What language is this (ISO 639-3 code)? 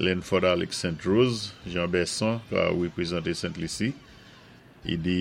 acf